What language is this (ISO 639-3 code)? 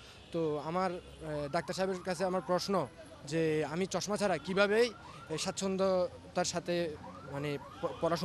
ben